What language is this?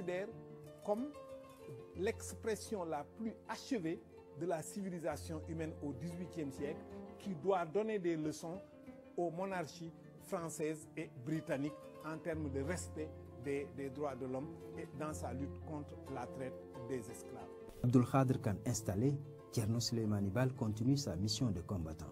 French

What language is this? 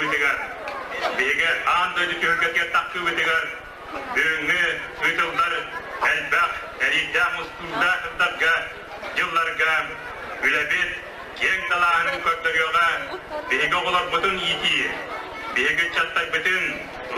Yakut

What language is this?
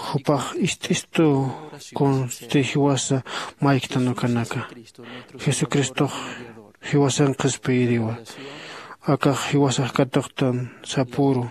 Aymara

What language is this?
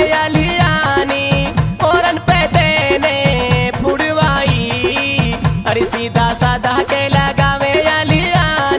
Bhojpuri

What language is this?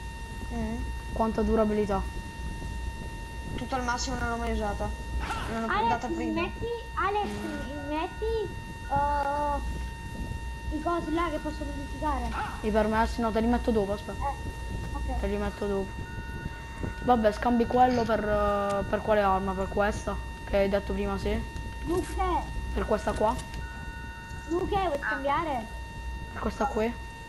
Italian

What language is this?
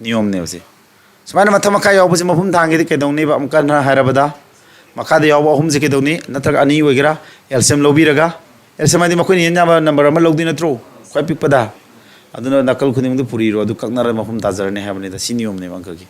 Manipuri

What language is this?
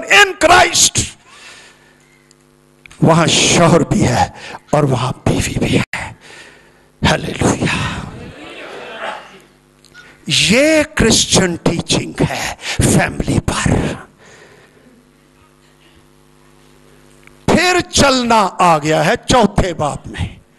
Urdu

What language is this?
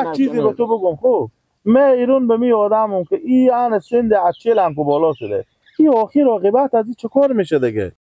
Persian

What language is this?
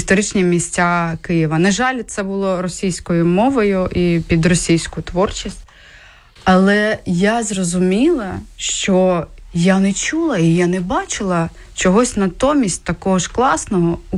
Ukrainian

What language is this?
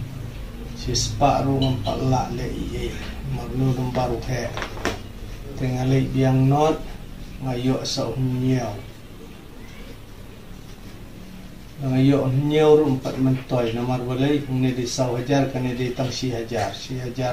Khasi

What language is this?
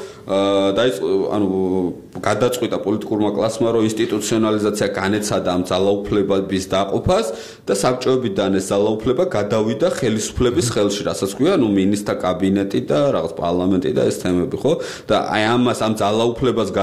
Georgian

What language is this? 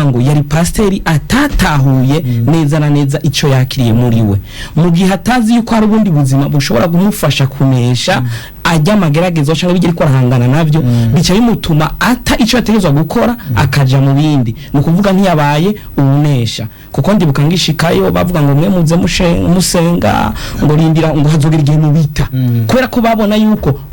Rundi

